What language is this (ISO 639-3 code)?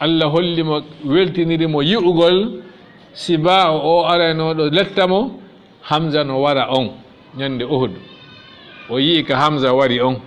ful